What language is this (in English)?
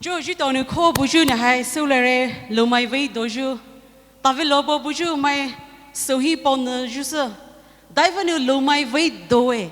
Poumei Naga